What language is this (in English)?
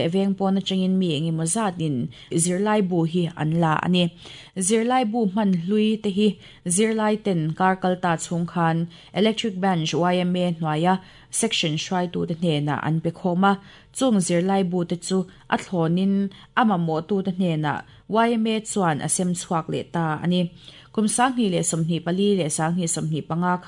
Mizo